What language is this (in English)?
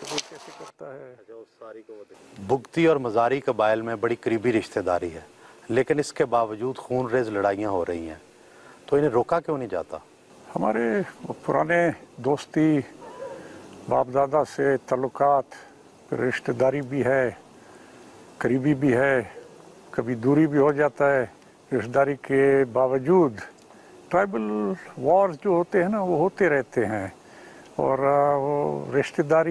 Urdu